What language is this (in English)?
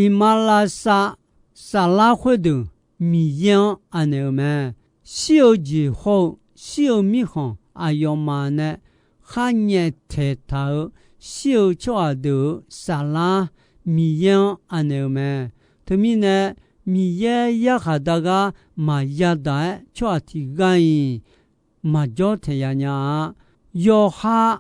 Akha